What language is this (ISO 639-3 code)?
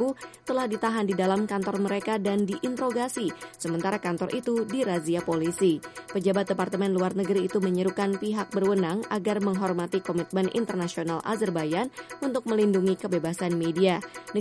ind